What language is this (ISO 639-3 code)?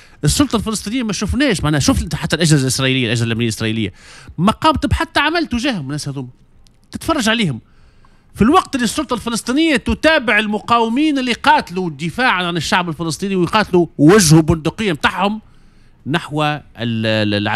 aeb